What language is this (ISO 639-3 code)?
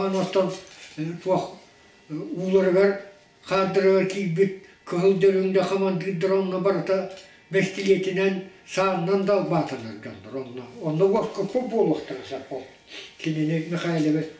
sah